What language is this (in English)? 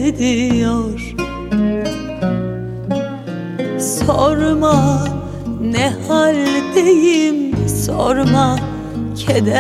Turkish